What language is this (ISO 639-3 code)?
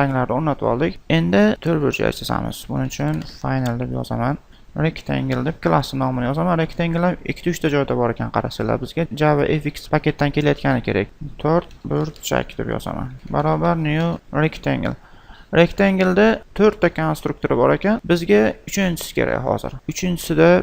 uzb